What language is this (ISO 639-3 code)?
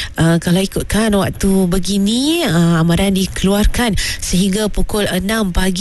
msa